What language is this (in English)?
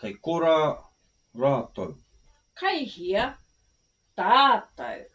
Māori